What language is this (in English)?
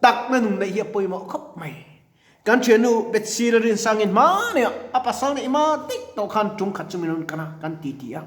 Mizo